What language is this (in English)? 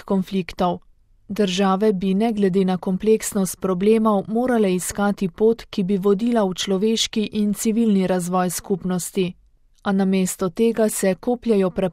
Slovenian